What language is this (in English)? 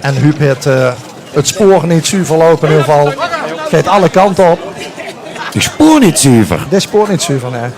Limburgish